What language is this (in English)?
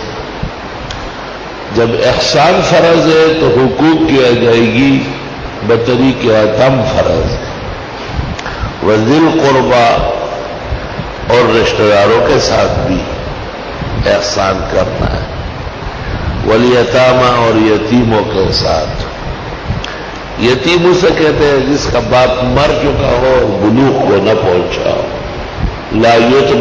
Urdu